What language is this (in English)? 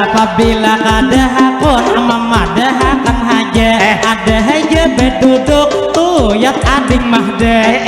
Banjar